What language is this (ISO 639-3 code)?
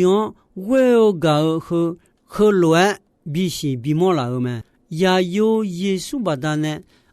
ahk